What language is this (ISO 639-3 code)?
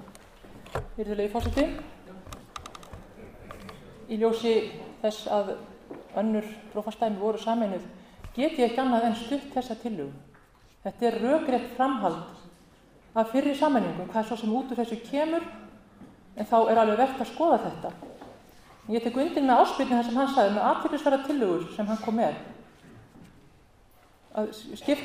isl